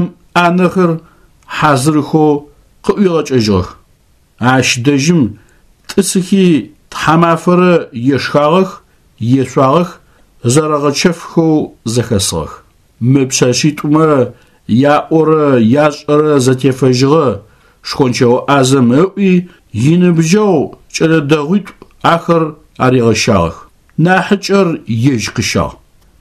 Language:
Adyghe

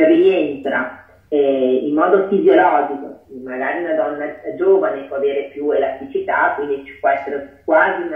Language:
Italian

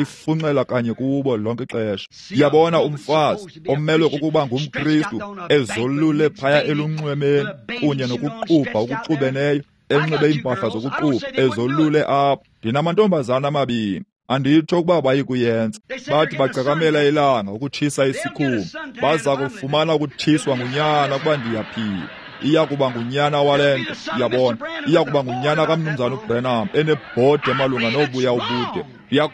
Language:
Xhosa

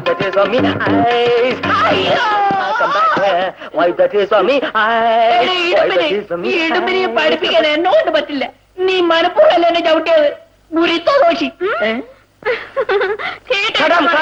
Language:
Malayalam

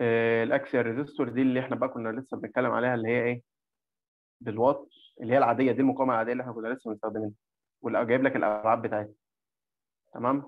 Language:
Egyptian Arabic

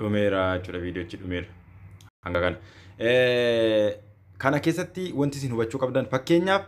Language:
Oromo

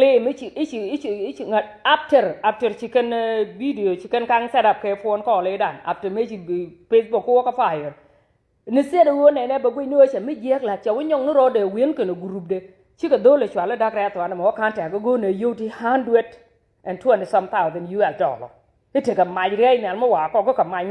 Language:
Nuer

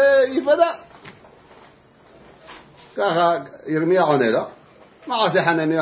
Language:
Hebrew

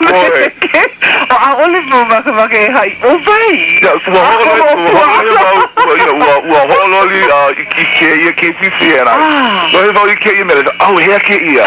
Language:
Hawaiian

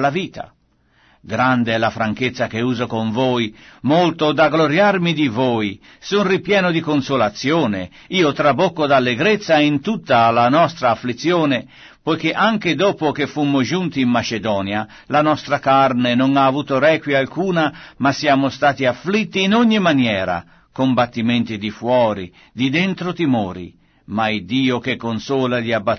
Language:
Italian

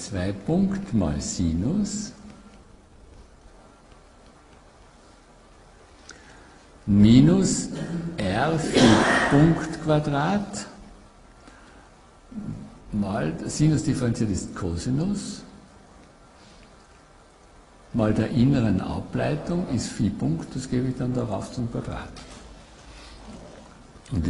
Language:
German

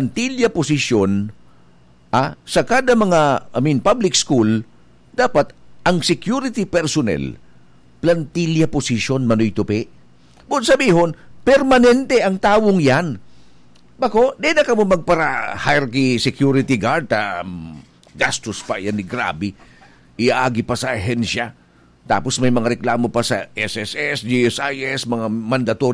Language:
Bikol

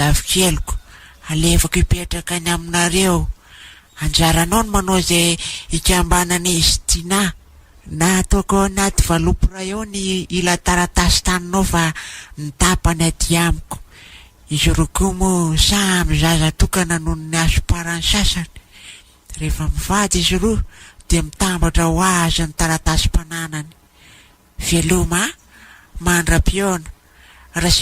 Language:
Malagasy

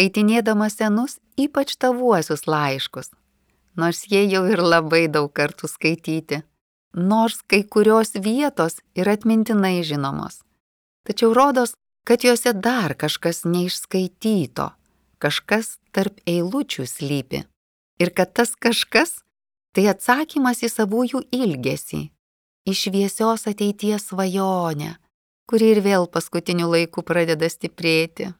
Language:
Lithuanian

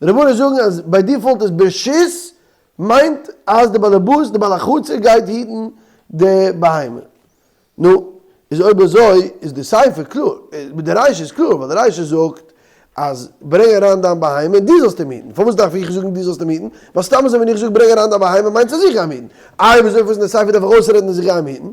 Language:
Yiddish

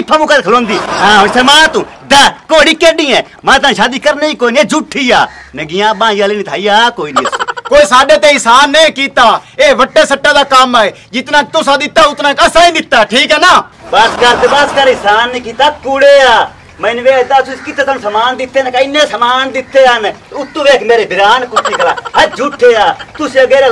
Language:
Punjabi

